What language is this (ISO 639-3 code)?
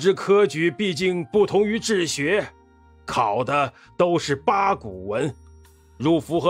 zho